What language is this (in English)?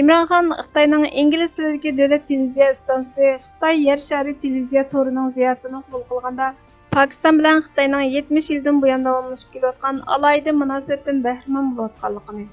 Uyghur